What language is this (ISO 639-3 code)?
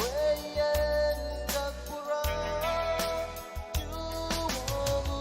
pon